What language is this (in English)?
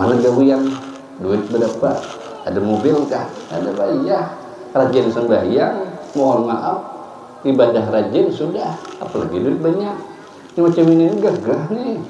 Banjar